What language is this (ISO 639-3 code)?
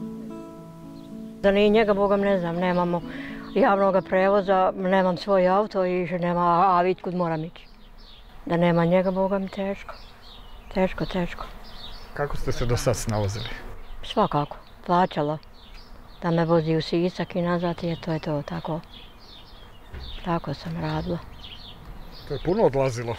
hrv